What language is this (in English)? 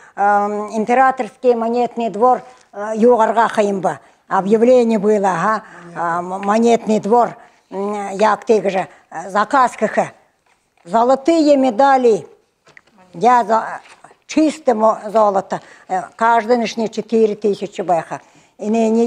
Buriat